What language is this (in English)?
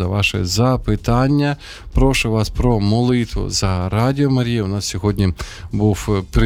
Ukrainian